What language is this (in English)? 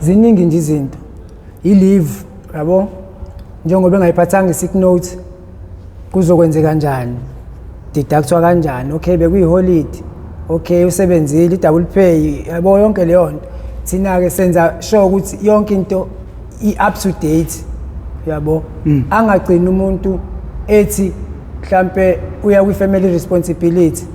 Zulu